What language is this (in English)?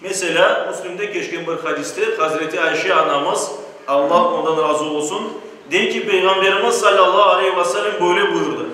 Crimean Tatar